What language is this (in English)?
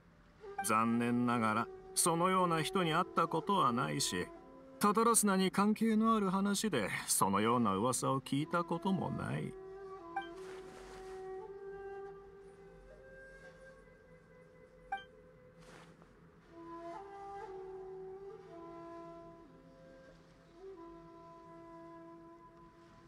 Japanese